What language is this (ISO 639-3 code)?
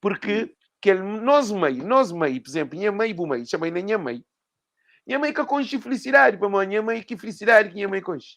kea